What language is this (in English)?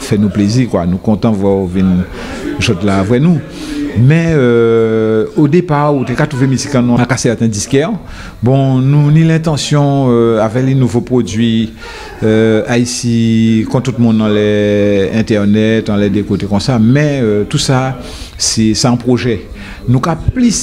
Guadeloupean Creole French